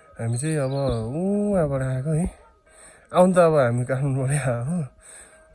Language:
Nepali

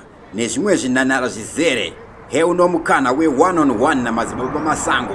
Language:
Shona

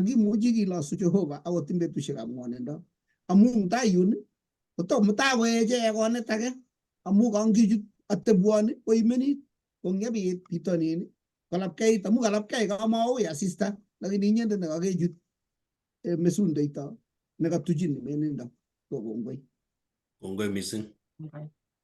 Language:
Kalenjin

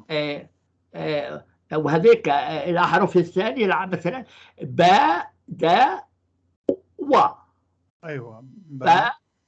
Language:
North Levantine Arabic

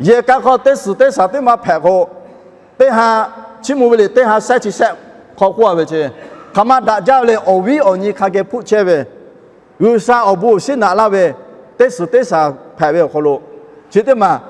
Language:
Lahu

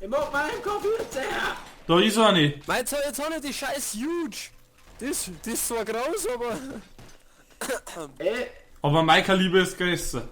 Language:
Bavarian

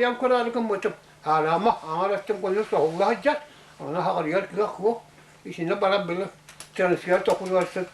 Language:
Yakut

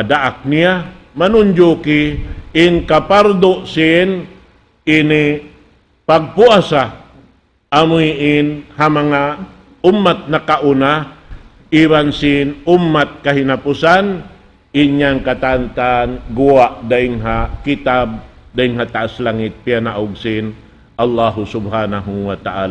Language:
Tausug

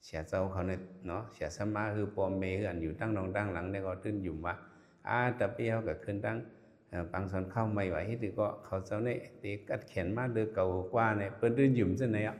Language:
Shan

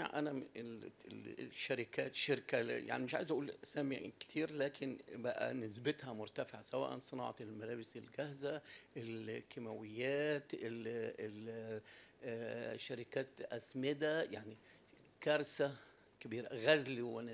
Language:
Egyptian Arabic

